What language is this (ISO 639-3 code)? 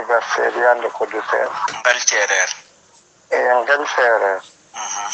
srr